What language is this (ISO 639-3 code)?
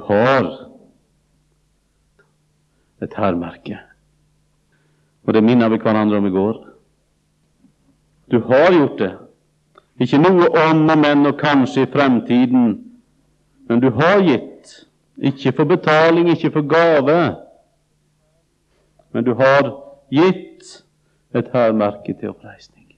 nor